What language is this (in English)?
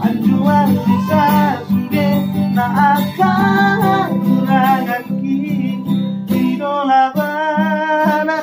Batak Toba